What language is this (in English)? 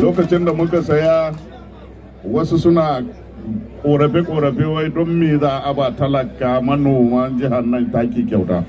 Hausa